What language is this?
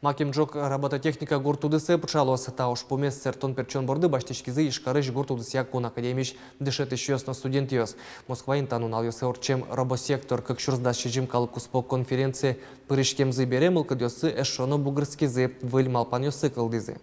Udmurt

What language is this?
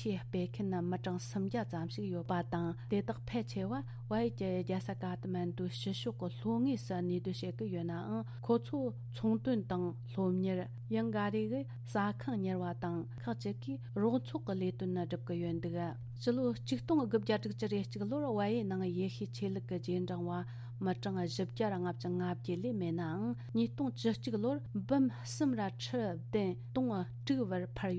Tibetan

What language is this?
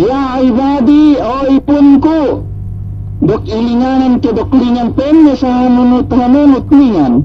Yakan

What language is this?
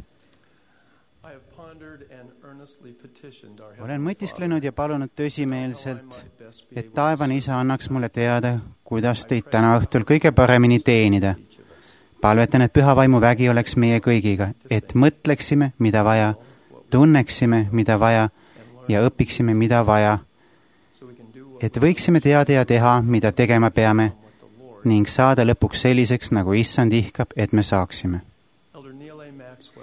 Estonian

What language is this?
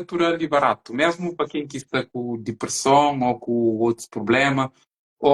Kabuverdianu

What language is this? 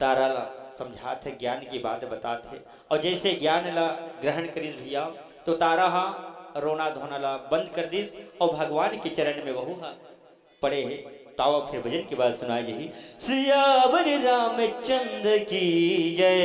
Chhattisgarhi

